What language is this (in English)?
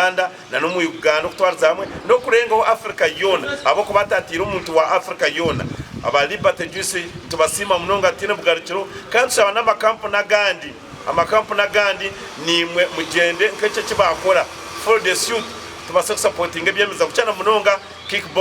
Nyankole